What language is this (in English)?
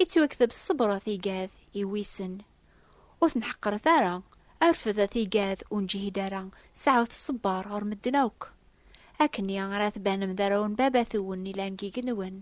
Kabyle